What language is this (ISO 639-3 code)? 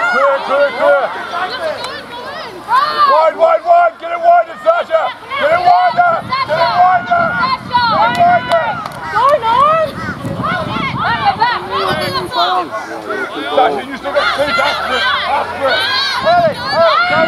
eng